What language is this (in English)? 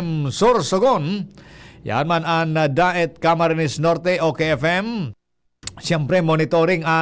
Bikol